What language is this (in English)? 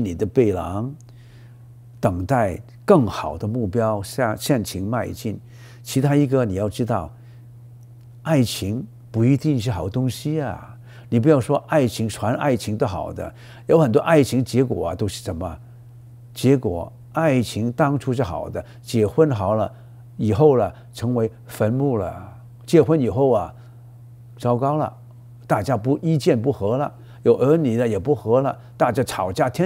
Chinese